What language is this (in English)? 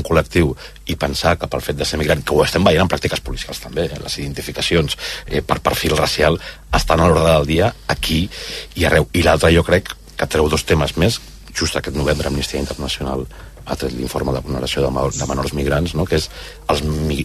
Catalan